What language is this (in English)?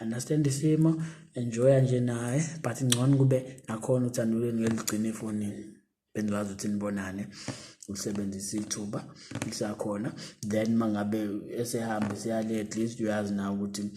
Zulu